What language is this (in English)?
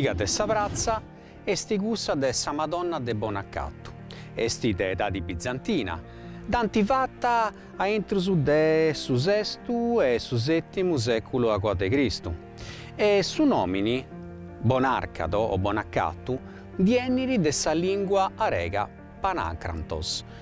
Sardinian